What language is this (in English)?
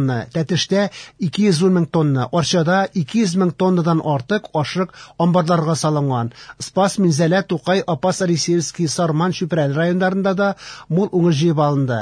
Tatar